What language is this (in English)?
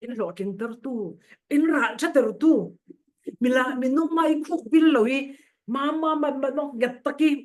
Falam Chin